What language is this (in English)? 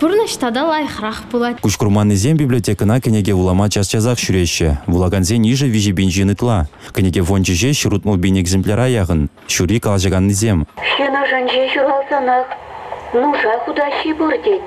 Chuvash